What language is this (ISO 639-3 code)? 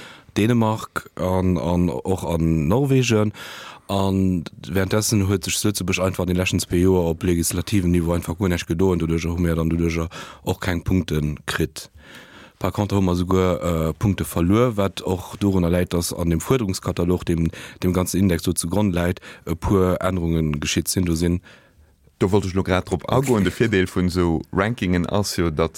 ltz